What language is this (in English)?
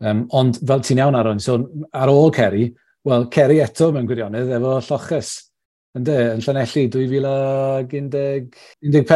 Welsh